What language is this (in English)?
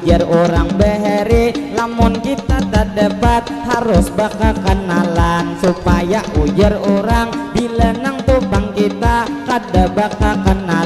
Banjar